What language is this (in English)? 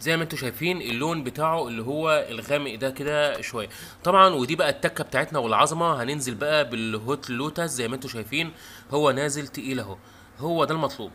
Egyptian Arabic